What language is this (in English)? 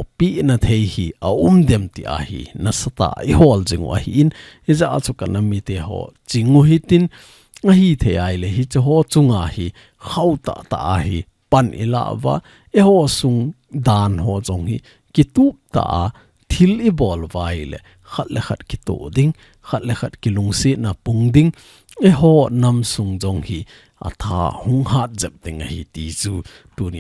Thado Chin